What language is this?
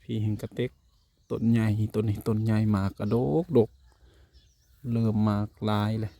Northeastern Thai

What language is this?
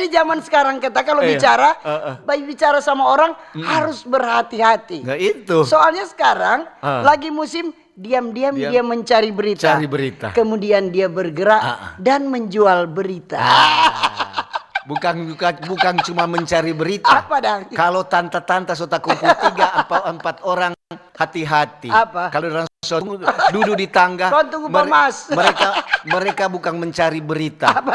Manado Malay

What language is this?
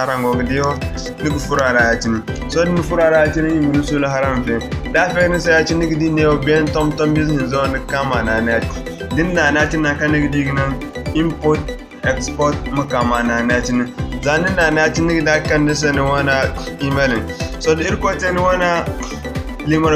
Zarma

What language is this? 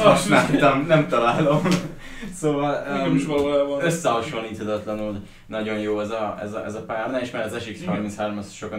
Hungarian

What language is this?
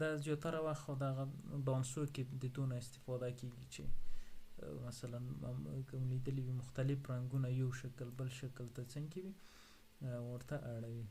Pashto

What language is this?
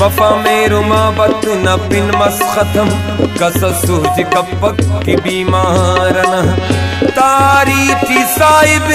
Brahui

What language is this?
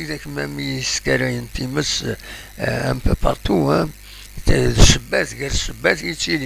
Kabyle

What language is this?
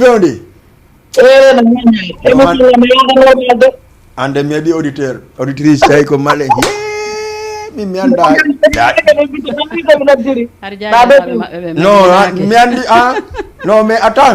Fula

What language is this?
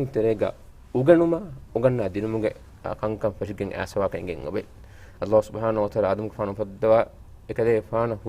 Divehi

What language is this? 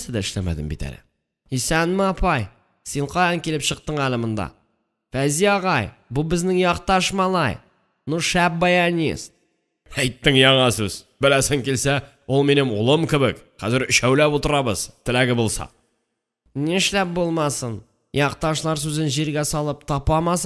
Tatar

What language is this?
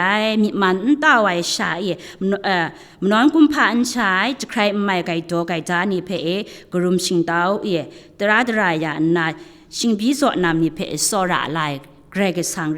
Kachin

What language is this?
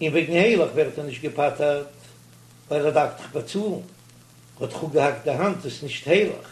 Yiddish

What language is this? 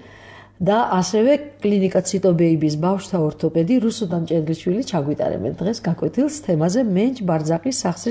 Georgian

